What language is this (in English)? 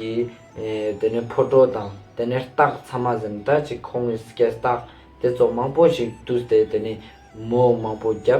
Ladakhi